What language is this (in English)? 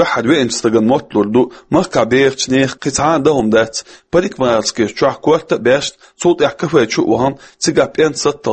Chechen